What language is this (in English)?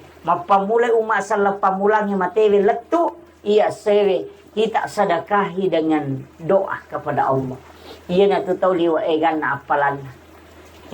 Buginese